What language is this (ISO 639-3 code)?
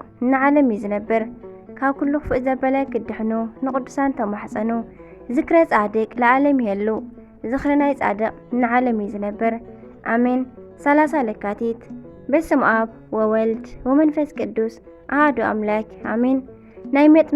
tir